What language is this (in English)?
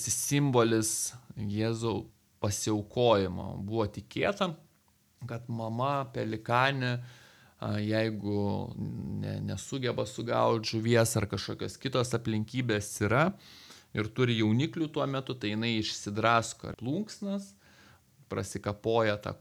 Lithuanian